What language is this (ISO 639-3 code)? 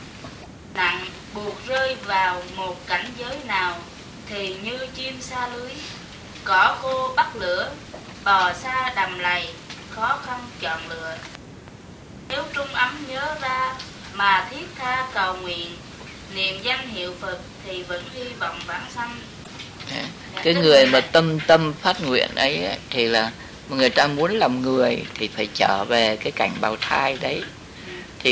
vie